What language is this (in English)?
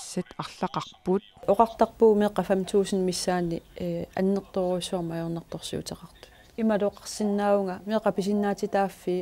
Kalaallisut